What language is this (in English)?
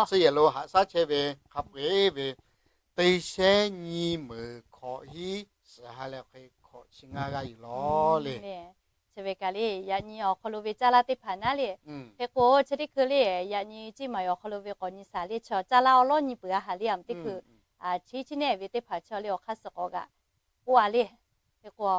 Lahu